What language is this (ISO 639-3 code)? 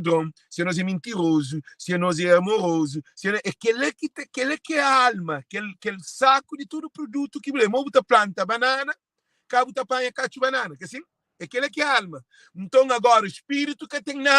kea